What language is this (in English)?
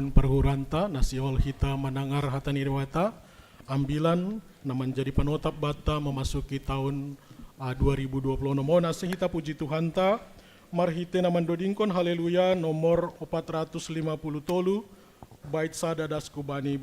Batak Simalungun